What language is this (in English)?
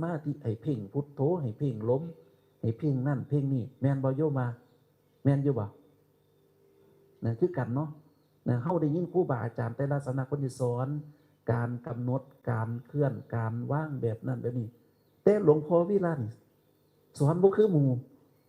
Northeastern Thai